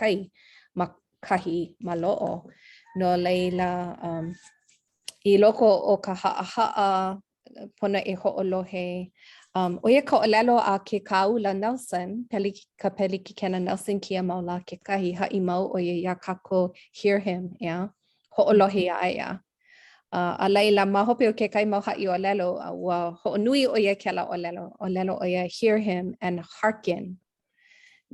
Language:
Hawaiian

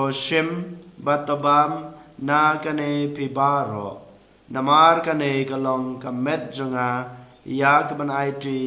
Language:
Khasi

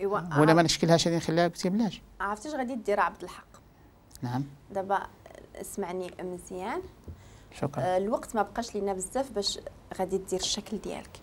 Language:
Moroccan Arabic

